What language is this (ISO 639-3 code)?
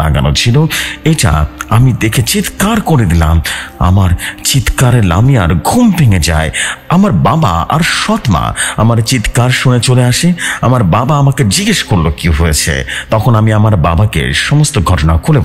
ben